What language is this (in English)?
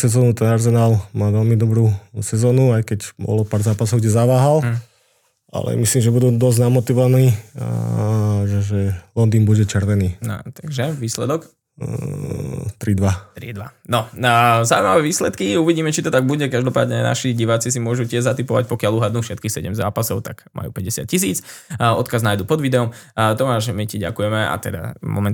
Slovak